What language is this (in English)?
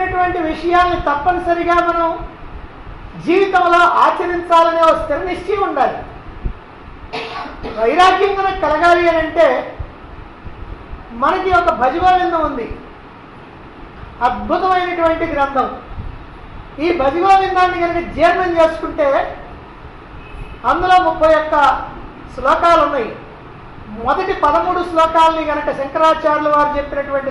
Telugu